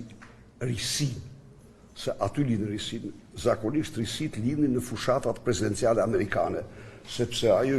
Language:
Albanian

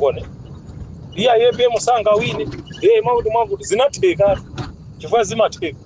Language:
Nyanja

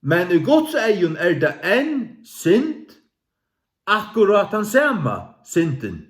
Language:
Faroese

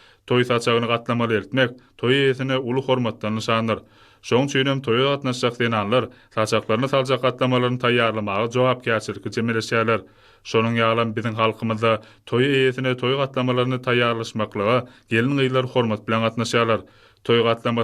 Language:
Turkmen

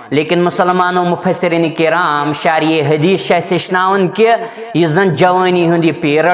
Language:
Kashmiri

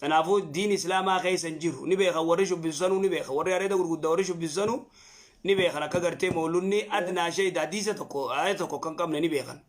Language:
Oromo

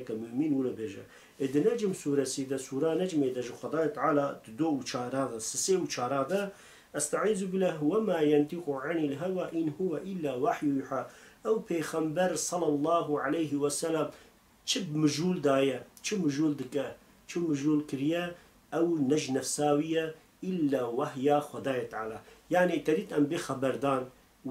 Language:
Kurdish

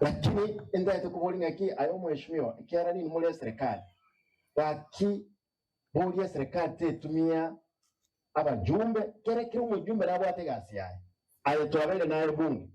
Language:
Gusii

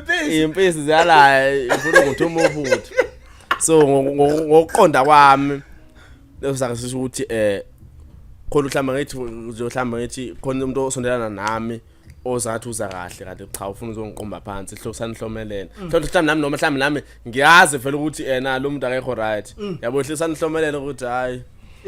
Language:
Zulu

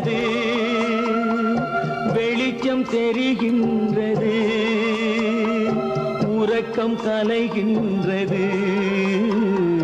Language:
Tamil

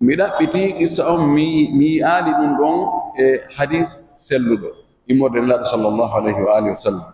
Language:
Pular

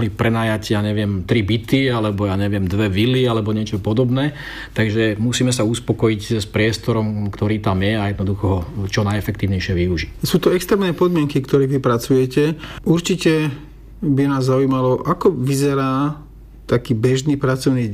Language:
Slovak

